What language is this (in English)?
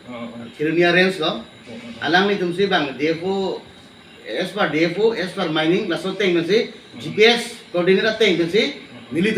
Karbi